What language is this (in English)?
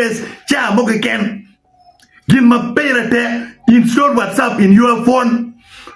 Acoli